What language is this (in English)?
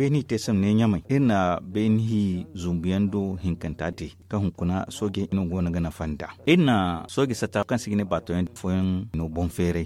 Zarma